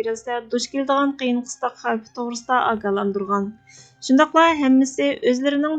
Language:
Uyghur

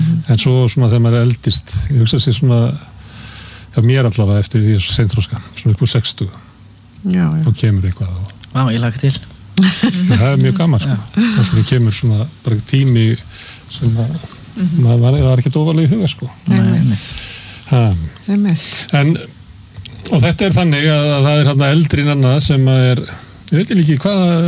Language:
Icelandic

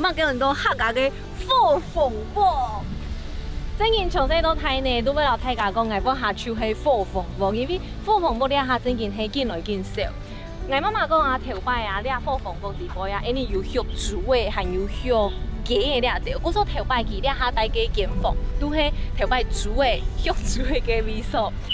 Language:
Hakka Chinese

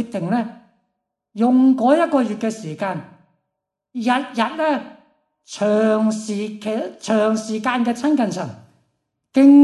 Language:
Cantonese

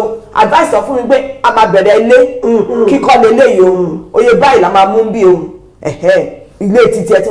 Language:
Yoruba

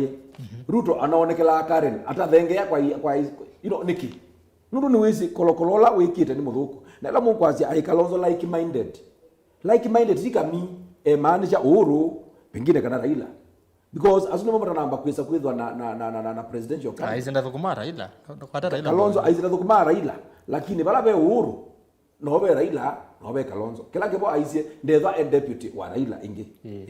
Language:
Kamba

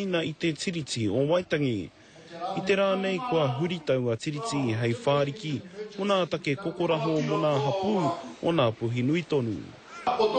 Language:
Māori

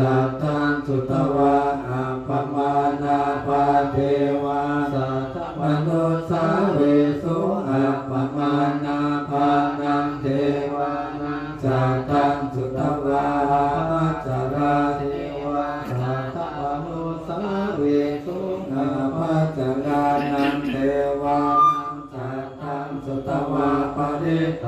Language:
Pali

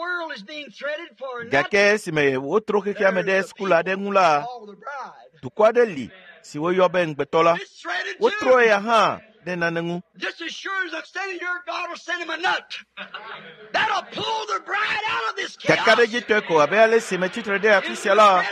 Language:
Ewe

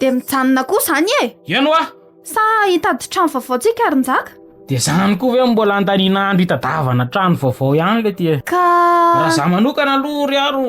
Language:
Malagasy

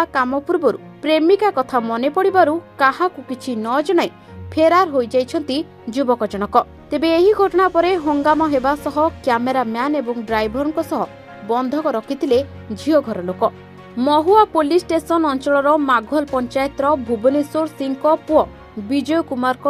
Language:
Odia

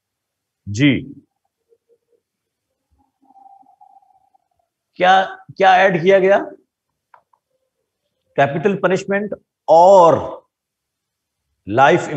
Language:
Urdu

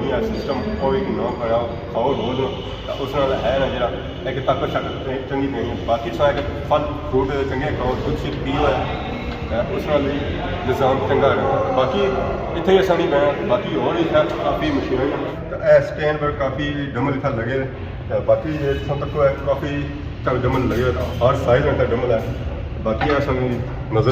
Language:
Pahari-Potwari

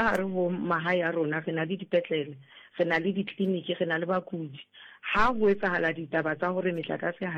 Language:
Southern Sotho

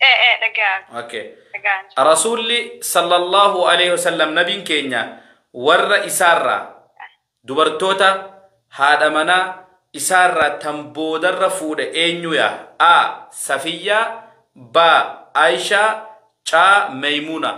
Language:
Oromo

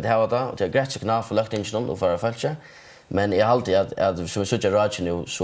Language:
Faroese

